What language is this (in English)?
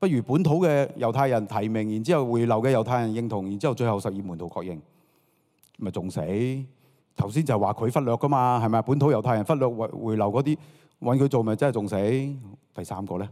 Cantonese